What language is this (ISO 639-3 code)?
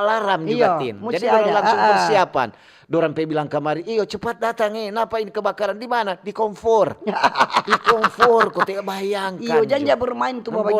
xmm